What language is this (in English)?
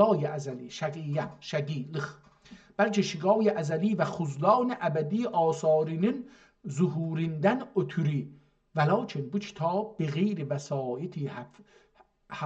South Azerbaijani